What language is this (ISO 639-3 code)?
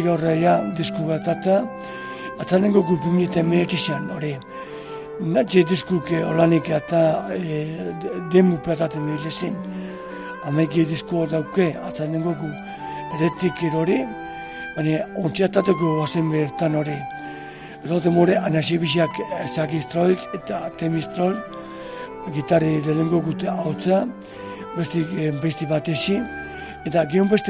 eus